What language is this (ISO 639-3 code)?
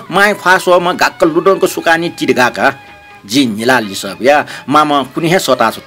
new